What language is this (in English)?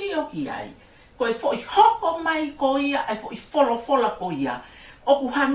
Tongan